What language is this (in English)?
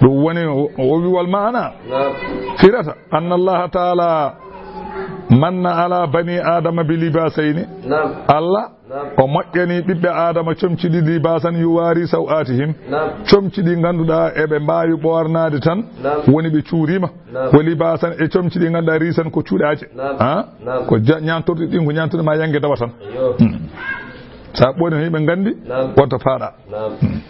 Fula